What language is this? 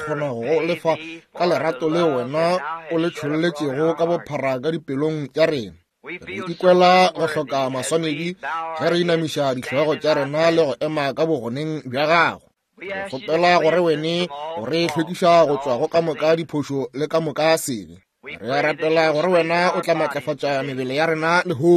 Northern Sotho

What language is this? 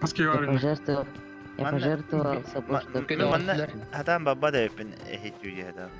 Yakut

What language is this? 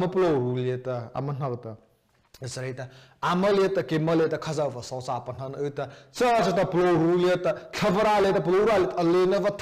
Mara Chin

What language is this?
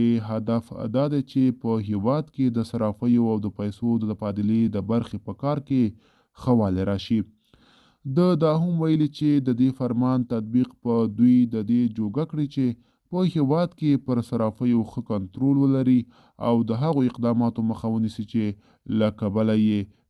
Pashto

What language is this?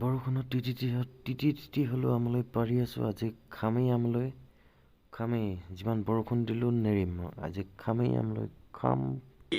Assamese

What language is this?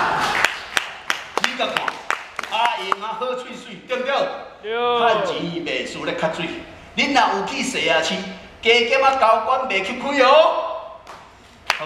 Min Nan Chinese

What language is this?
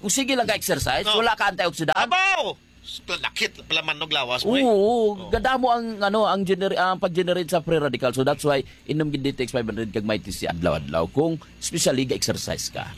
Hiligaynon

